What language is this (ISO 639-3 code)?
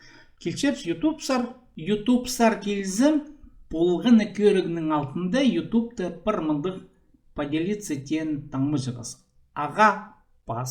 kjh